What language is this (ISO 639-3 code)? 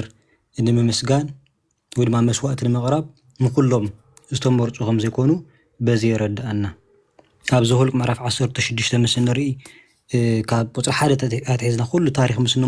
tir